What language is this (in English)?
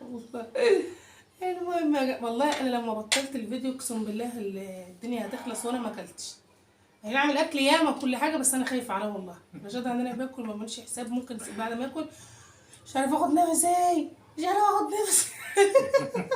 Egyptian Arabic